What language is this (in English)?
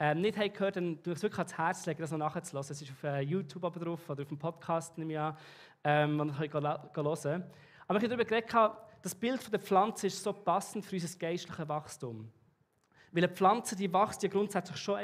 Swiss German